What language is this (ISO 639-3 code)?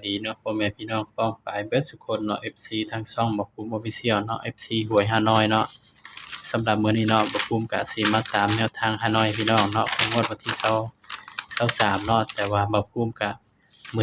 tts